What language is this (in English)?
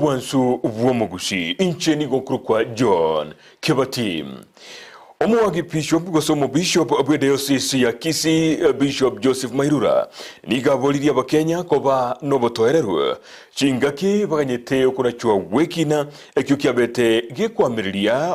Gusii